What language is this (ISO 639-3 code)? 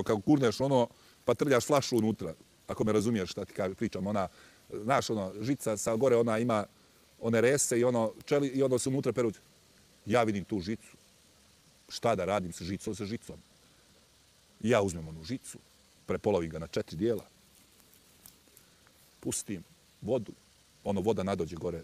bos